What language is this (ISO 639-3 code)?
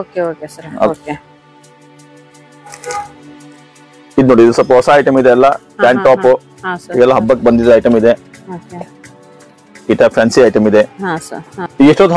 kan